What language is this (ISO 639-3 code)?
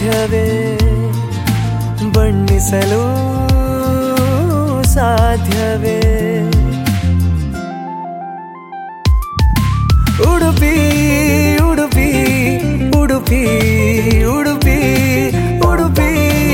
kan